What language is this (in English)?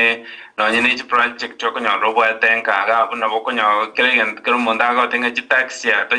Gusii